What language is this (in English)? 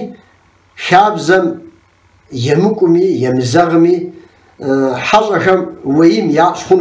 Kabardian